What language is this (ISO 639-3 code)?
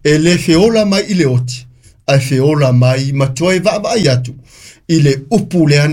smo